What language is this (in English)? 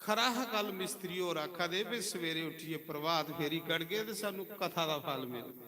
Dogri